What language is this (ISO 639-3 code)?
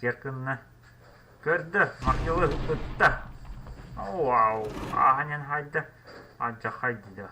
sah